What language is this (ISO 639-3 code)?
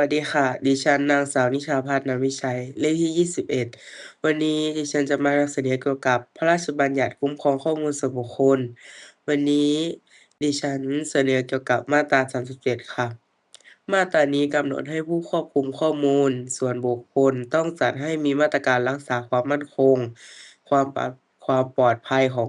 lao